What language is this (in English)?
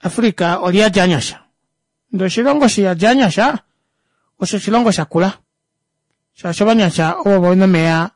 Kuanyama